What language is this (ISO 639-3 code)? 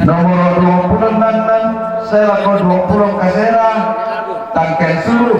sda